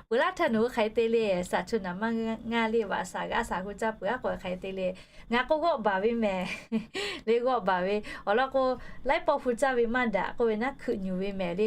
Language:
Lahu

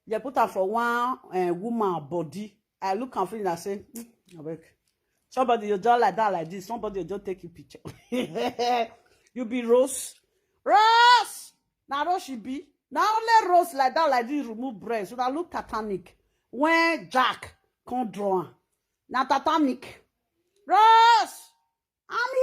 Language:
Nigerian Pidgin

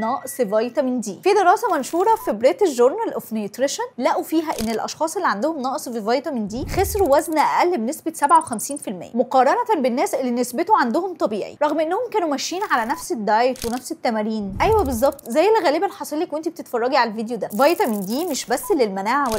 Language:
Egyptian Arabic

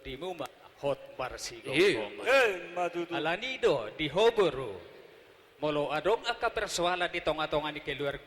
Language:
Batak Toba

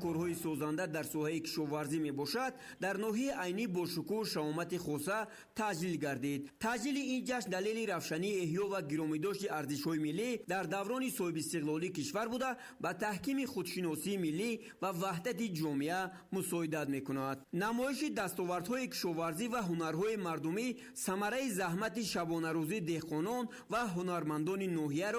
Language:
Tajik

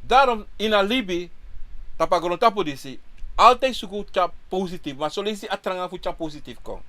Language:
Sranan Tongo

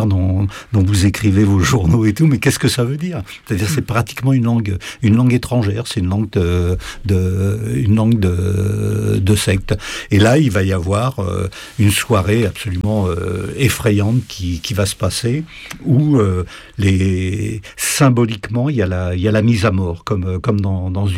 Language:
French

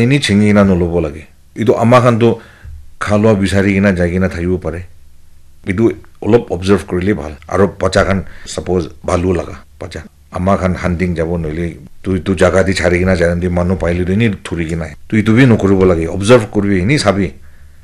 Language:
Naga Pidgin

